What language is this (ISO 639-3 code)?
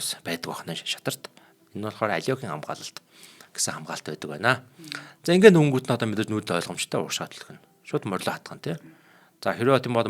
mon